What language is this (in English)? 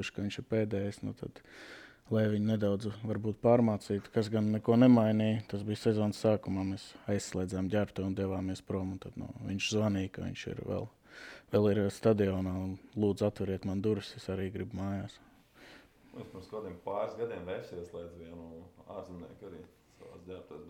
Latvian